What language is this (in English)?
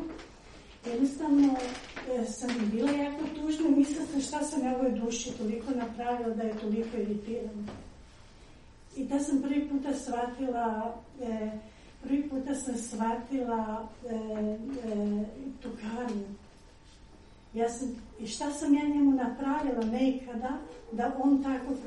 Croatian